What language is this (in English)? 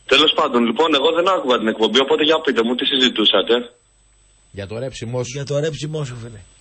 Greek